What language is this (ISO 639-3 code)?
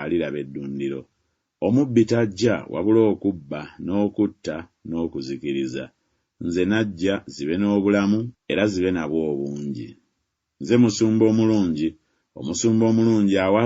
lug